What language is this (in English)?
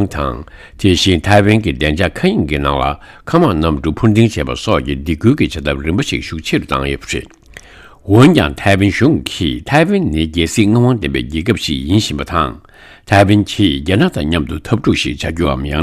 Tibetan